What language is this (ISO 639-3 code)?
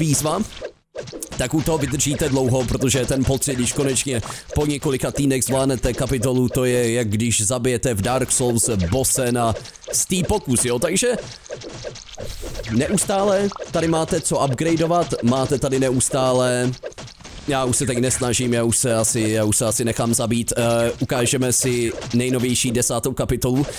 ces